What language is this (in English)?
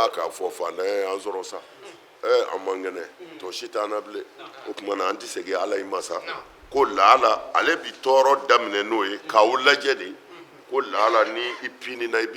Bambara